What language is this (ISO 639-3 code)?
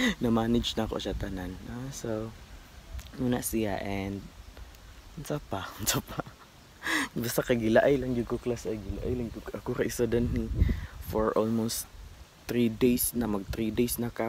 ceb